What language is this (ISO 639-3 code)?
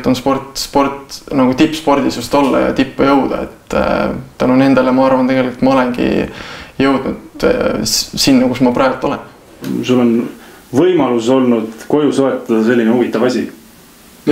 est